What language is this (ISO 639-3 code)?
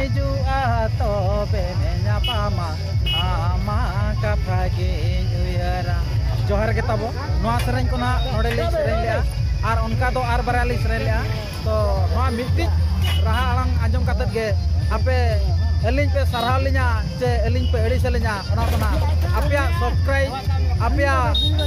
sat